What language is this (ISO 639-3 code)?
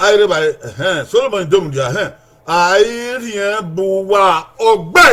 bin